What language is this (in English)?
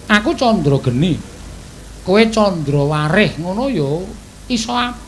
Javanese